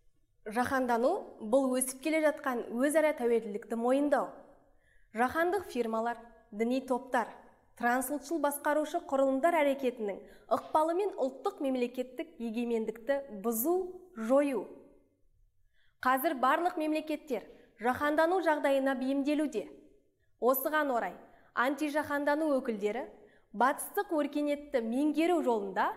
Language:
Kazakh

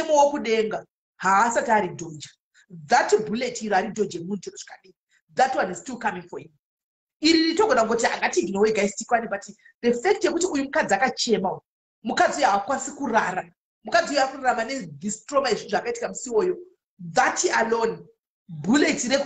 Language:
Shona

